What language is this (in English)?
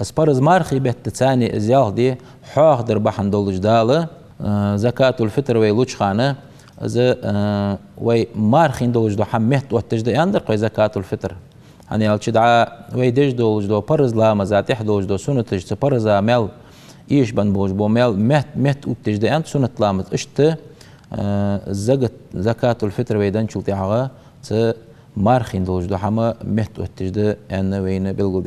Ingush